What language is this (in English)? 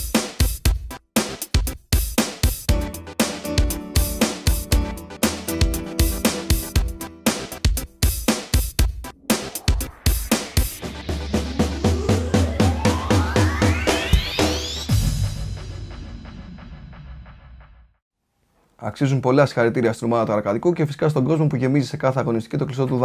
Greek